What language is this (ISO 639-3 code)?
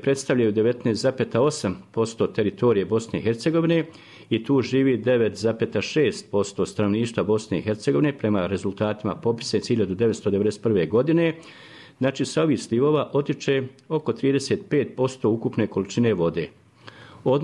bos